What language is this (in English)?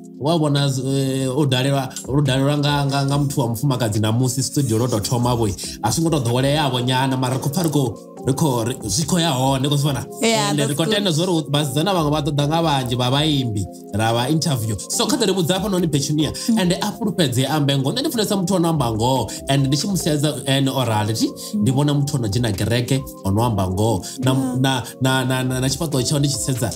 Venda